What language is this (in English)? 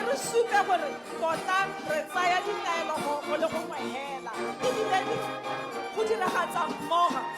Tswana